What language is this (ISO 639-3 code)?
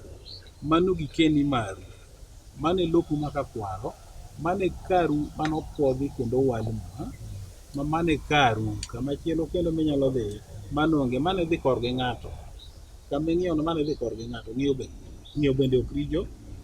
luo